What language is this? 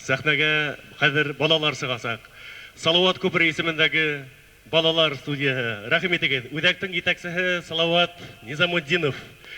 Bashkir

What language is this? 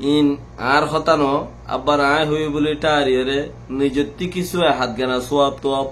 Rohingya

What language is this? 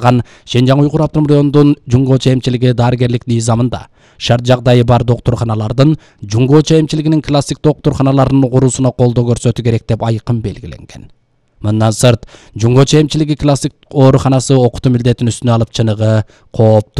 Kyrgyz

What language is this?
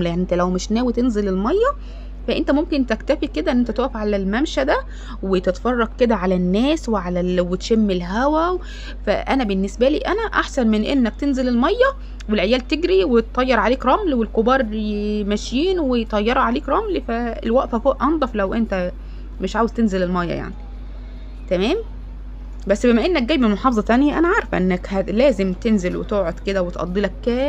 Egyptian Arabic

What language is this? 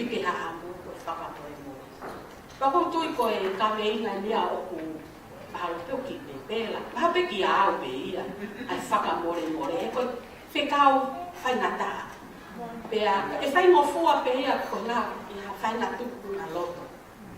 Tongan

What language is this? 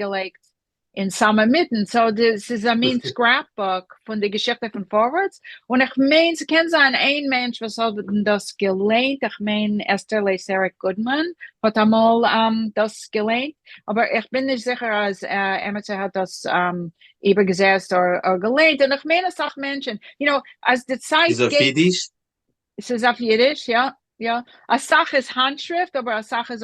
Yiddish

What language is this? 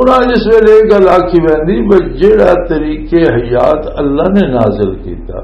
Western Panjabi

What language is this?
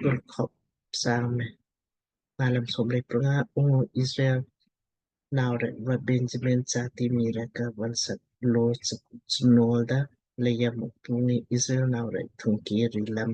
Lamkang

